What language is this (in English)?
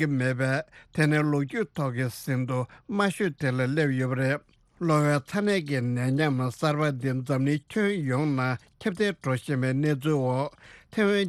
Tibetan